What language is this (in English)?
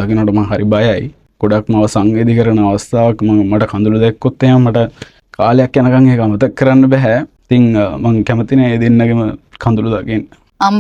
Sinhala